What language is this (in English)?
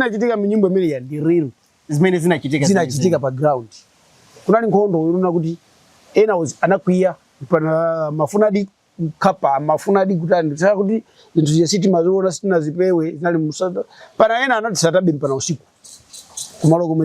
Nyanja